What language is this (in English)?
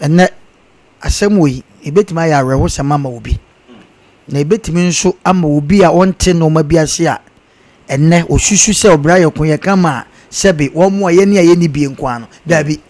Akan